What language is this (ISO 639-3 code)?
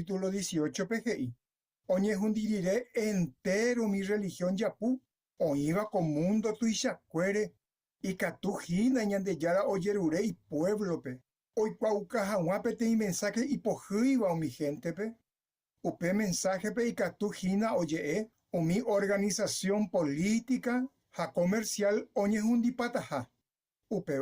grn